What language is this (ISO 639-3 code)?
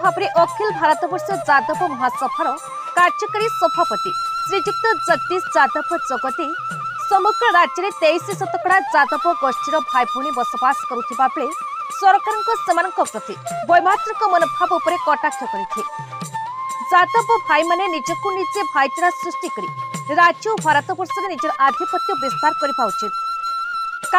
ori